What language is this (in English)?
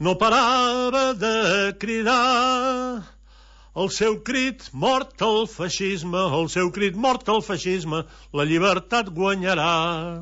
Catalan